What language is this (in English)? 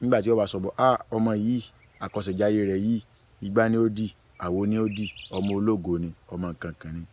Yoruba